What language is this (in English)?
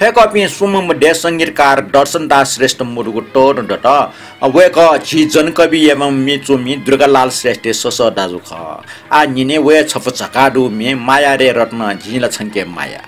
Newari